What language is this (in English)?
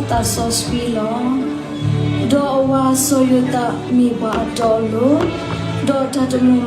S'gaw Karen